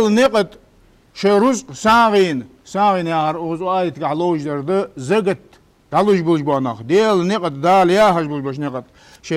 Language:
Ingush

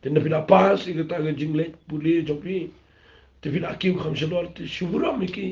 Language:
Khasi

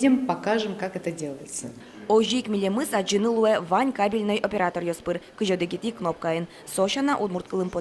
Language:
Udmurt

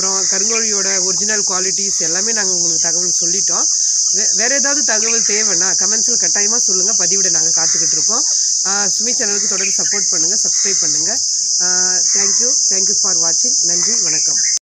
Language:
Tamil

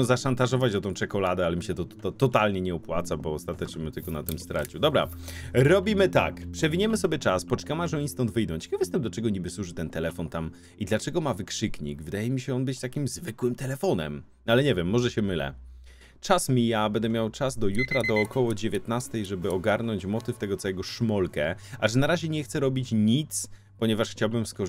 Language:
Polish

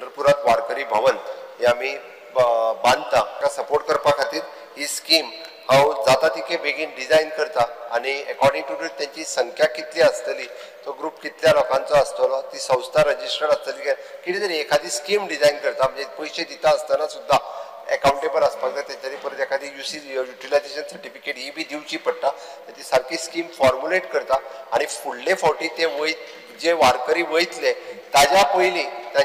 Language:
Konkani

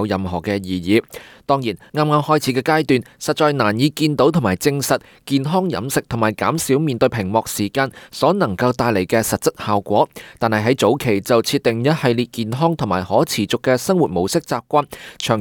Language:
Cantonese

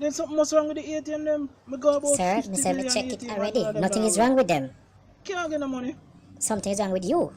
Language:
Jamaican Creole English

